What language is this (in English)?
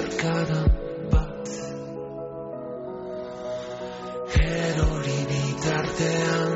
Basque